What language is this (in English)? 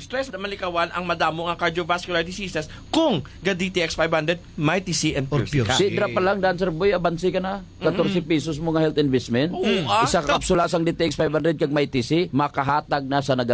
Hiligaynon